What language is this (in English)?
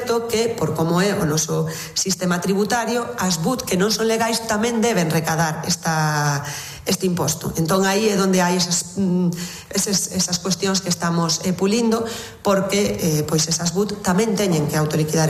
Galician